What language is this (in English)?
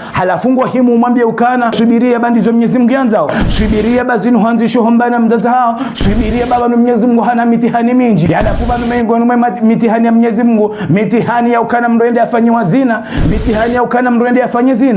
Ngazidja Comorian